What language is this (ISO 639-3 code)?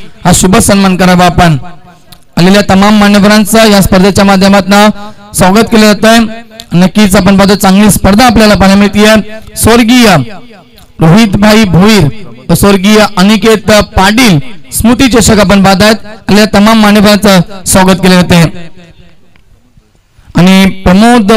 mar